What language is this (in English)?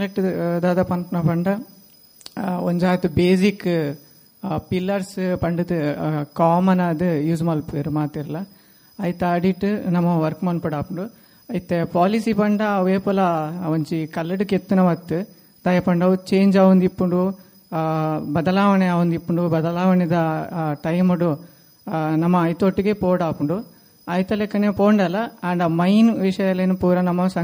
Tulu